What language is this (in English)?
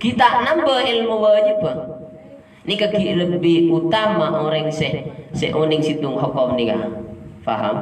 Madurese